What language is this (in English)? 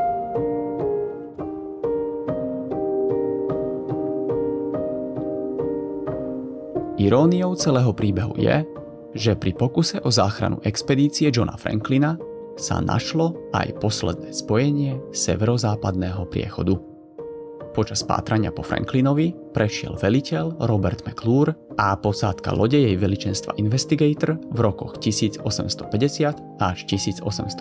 Slovak